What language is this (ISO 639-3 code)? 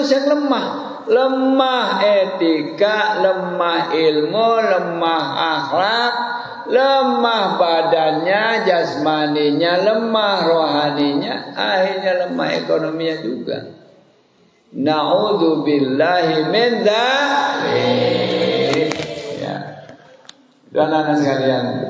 ind